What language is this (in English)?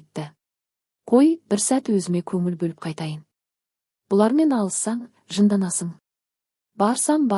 Kazakh